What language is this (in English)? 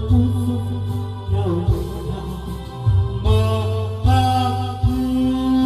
Filipino